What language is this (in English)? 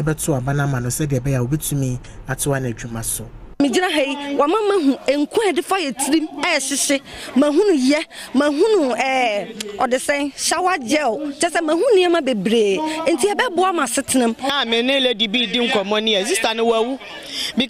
Akan